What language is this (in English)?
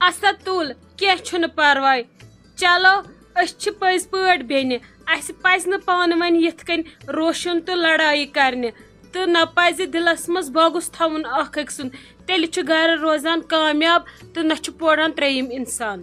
Kashmiri